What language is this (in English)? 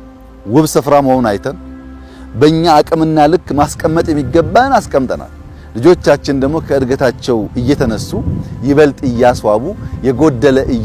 Amharic